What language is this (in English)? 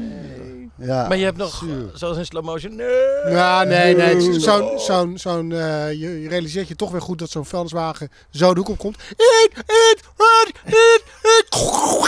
Dutch